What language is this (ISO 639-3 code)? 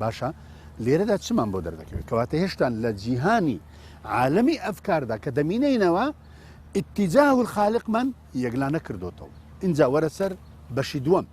ckb